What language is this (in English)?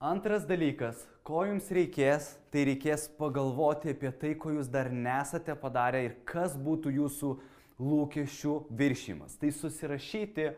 Lithuanian